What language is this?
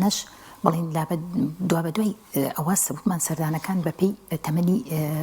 Central Kurdish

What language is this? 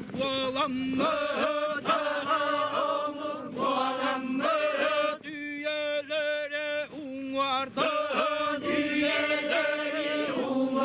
Yakut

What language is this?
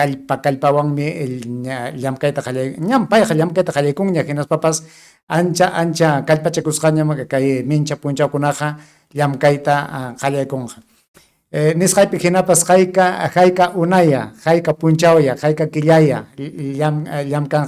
Ayacucho Quechua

